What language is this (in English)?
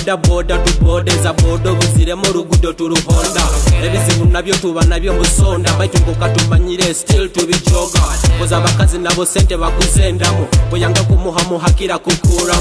Nyoro